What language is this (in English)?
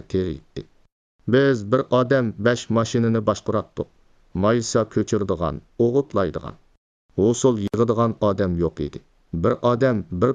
Uyghur